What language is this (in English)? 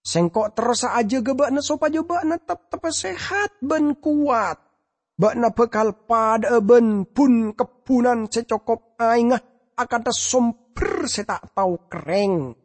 Madurese